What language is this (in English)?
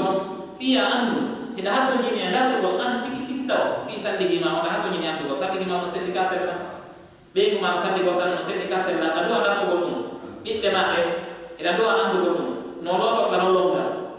Fula